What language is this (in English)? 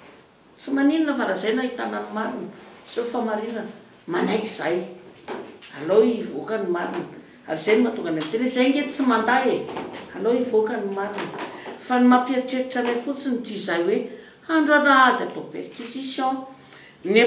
Malagasy